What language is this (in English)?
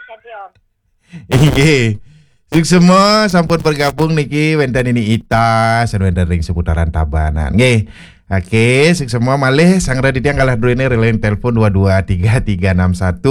Balinese